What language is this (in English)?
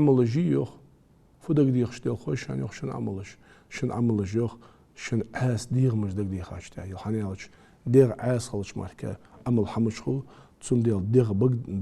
Ingush